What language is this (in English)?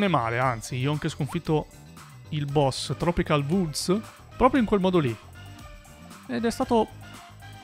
Italian